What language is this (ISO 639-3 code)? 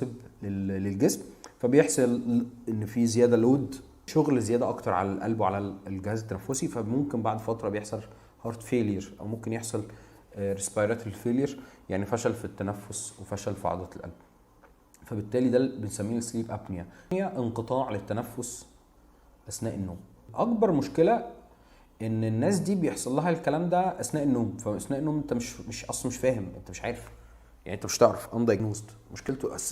arz